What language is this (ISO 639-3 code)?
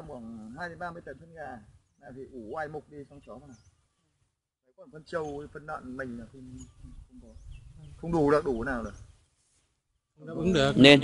vie